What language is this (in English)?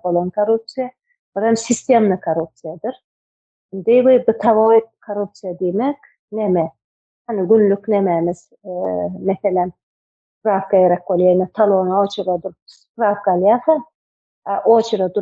Turkmen